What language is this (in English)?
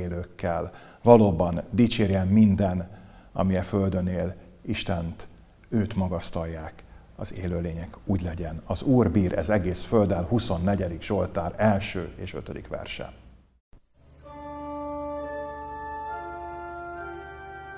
Hungarian